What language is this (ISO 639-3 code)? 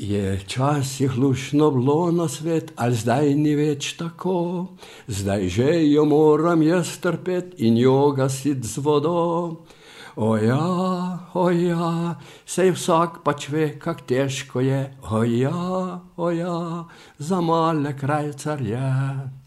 slv